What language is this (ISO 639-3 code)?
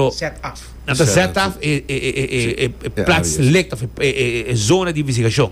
pap